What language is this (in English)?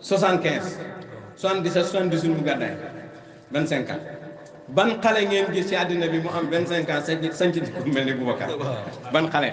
Wolof